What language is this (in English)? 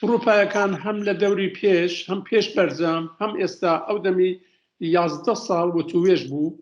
Central Kurdish